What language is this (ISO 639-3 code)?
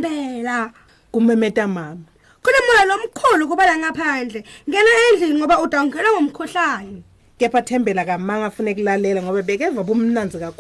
ssw